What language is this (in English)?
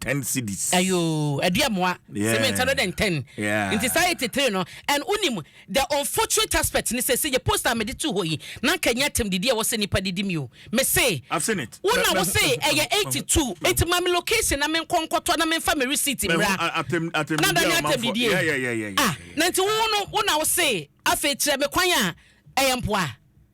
Akan